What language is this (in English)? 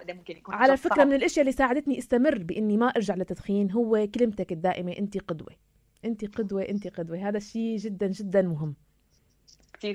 North Levantine Arabic